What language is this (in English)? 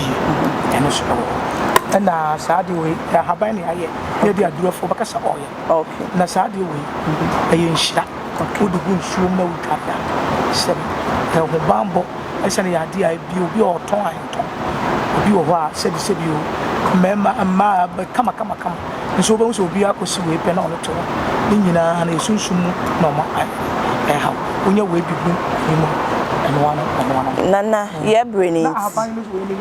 Akan